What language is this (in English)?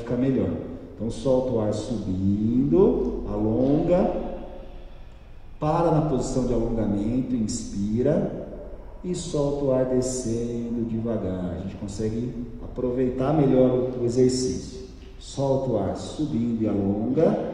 Portuguese